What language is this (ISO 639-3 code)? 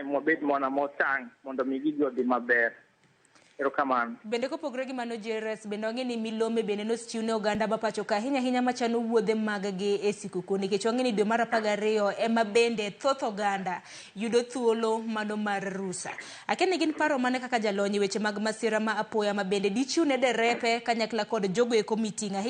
luo